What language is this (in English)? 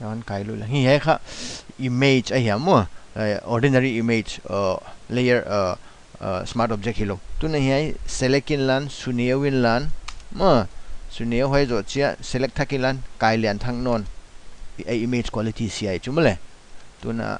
Paite Chin